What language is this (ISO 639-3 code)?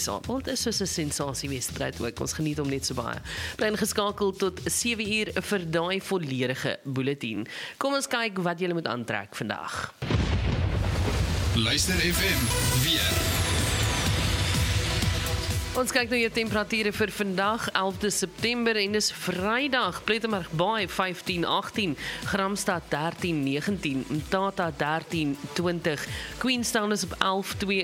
afr